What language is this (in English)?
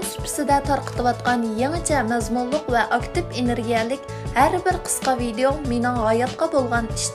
Uyghur